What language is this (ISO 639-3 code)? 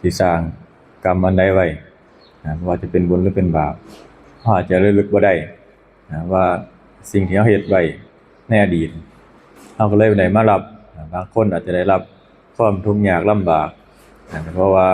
tts